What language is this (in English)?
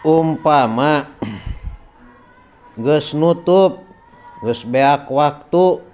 Sundanese